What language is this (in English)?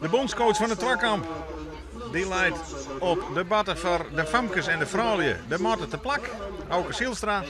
Western Frisian